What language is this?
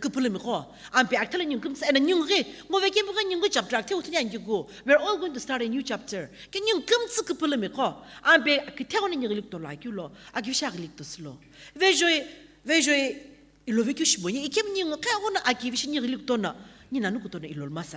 Sumi Naga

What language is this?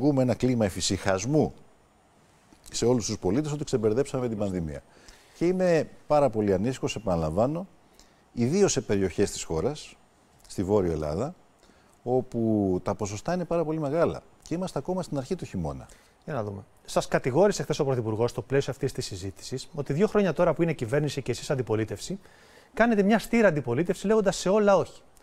Greek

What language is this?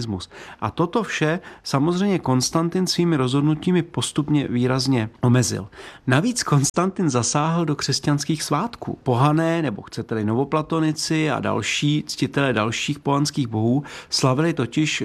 Czech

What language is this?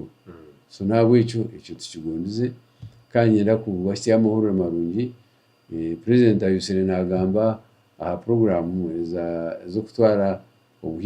Nyankole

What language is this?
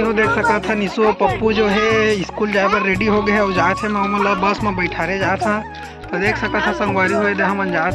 Chhattisgarhi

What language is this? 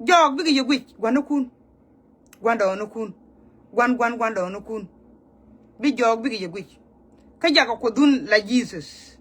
Nuer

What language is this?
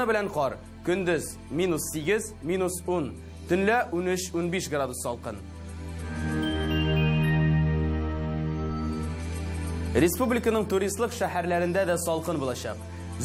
Tatar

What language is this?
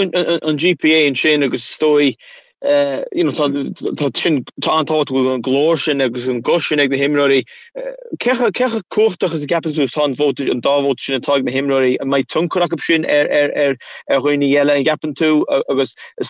Irish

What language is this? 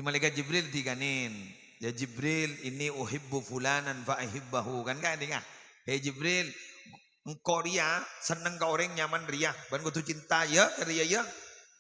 Madurese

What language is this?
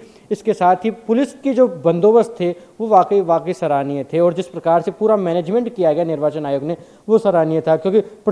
Hindi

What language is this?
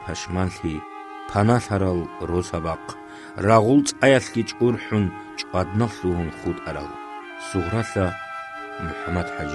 Avaric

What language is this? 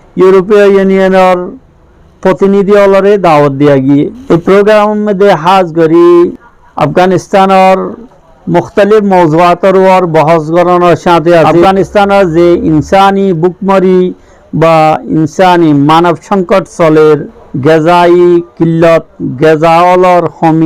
Rohingya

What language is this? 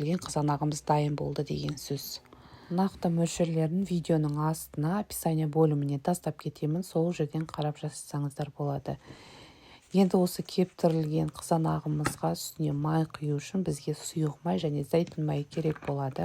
Kazakh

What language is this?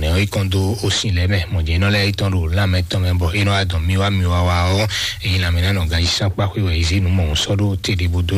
Fon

